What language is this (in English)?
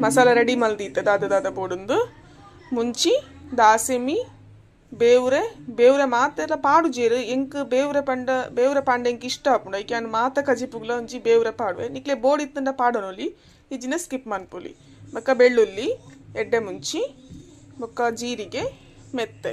Tulu